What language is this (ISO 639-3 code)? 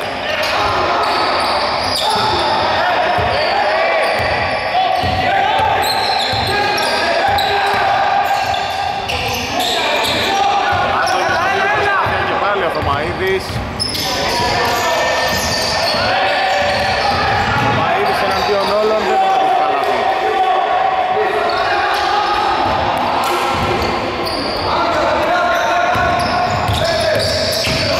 ell